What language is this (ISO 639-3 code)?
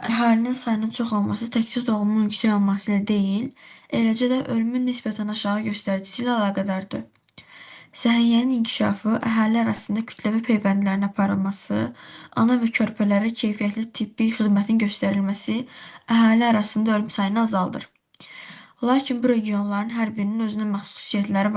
aze